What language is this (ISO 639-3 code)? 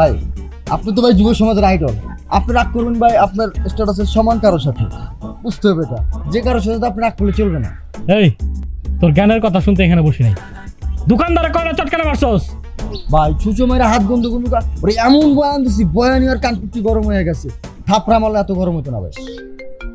ben